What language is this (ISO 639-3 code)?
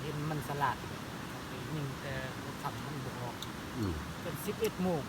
lao